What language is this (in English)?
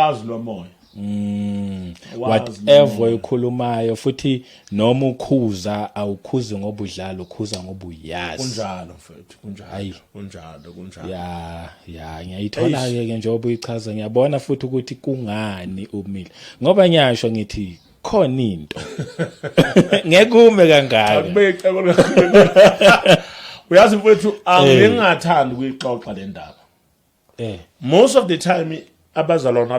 Zulu